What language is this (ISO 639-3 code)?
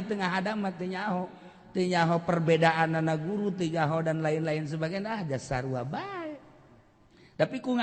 sun